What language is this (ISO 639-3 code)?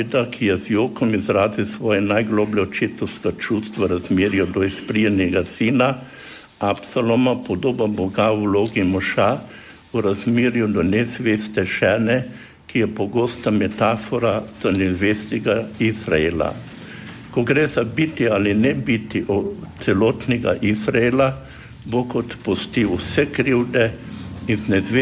slv